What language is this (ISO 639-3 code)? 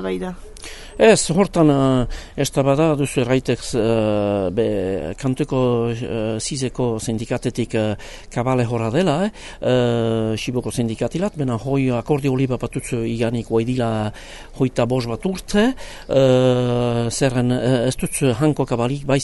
eus